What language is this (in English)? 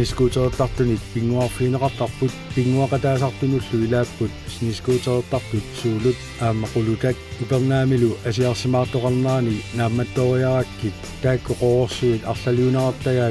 Kalaallisut